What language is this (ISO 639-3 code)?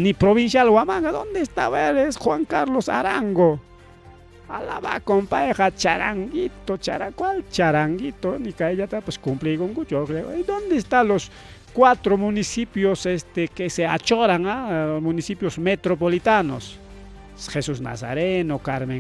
quy